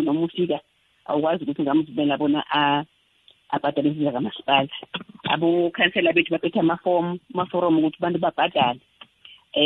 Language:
South Ndebele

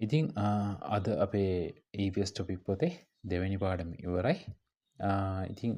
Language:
Sinhala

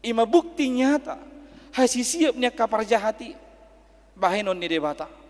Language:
Batak Toba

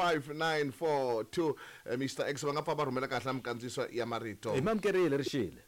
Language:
Tsonga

